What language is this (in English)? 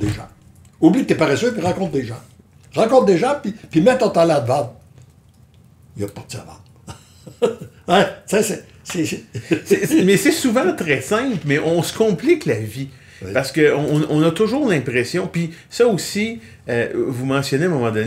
French